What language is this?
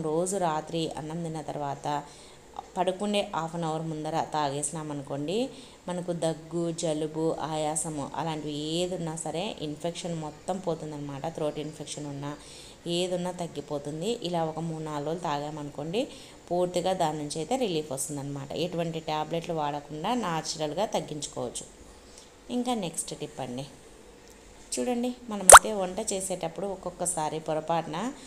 Telugu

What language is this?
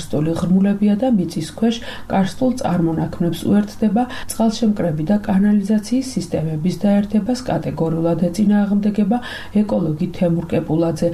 Georgian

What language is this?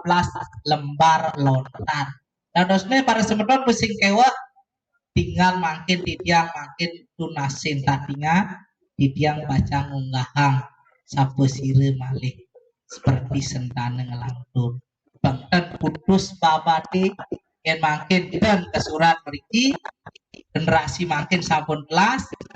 Balinese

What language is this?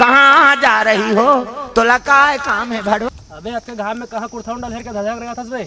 Chhattisgarhi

